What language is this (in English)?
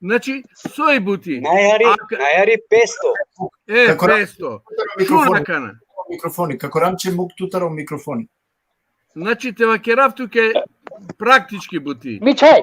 Balkan Romani